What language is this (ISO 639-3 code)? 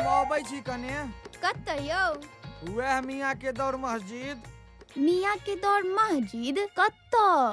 mai